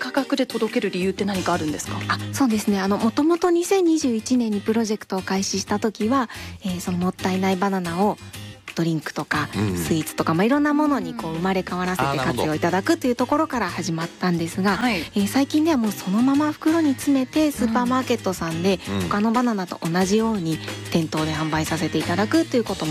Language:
Japanese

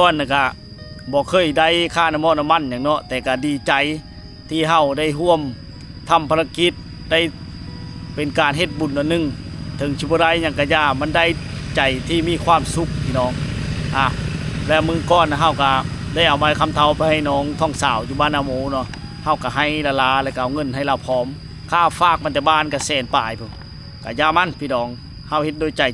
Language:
Lao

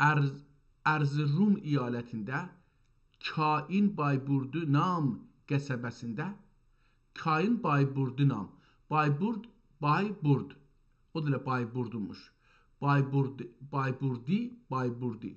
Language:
South Azerbaijani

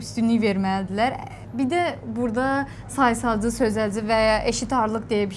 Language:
Azerbaijani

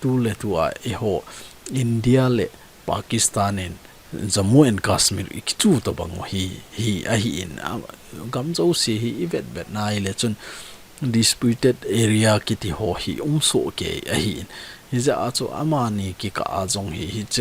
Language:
Thado Chin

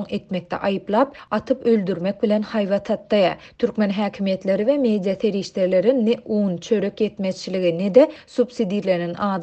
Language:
Turkmen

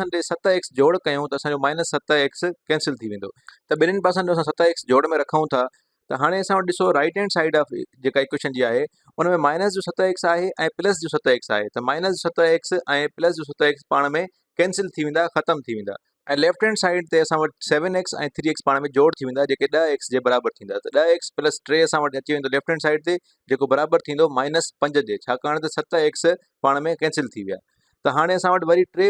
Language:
Sindhi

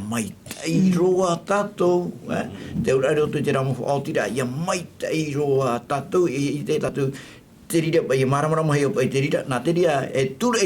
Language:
Tahitian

